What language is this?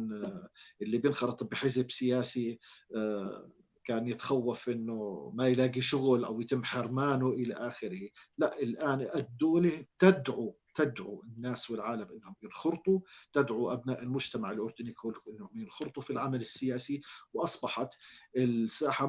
North Levantine Arabic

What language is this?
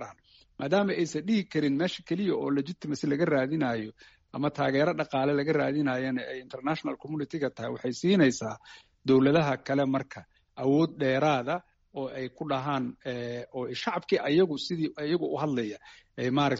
Somali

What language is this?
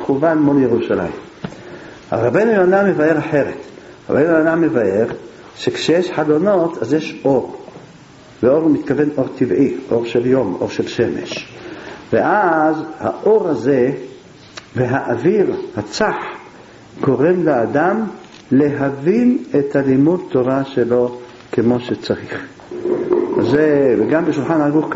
Hebrew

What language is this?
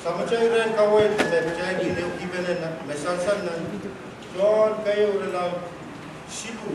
Pohnpeian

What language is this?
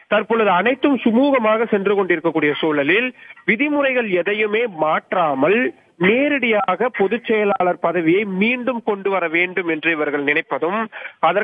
Tamil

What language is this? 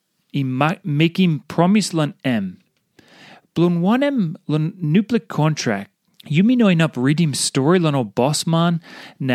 Tok Pisin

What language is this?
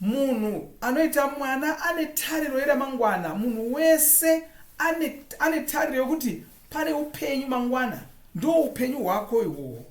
Shona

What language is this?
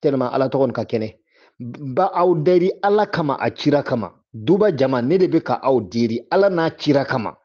Bambara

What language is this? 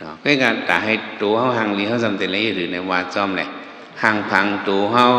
Shan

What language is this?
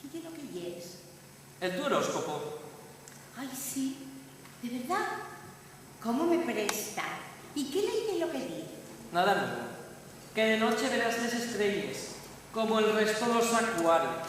Asturian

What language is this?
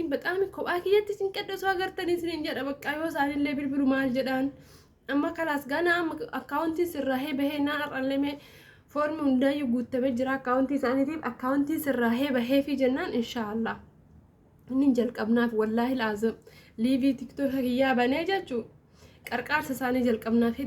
Oromo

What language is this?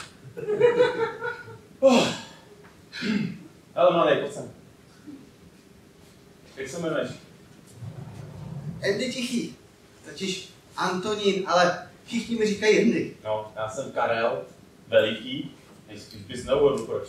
Czech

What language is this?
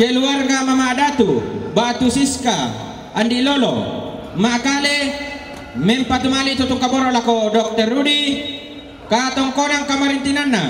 Toraja-Sa'dan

